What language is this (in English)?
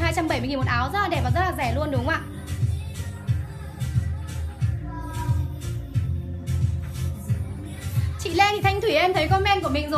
Vietnamese